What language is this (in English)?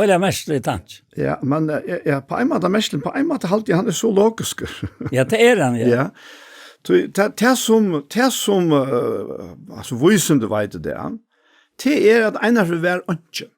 Faroese